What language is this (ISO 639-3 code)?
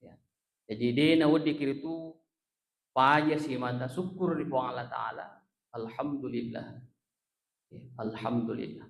bug